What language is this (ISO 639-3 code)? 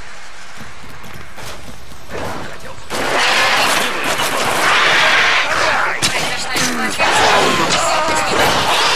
rus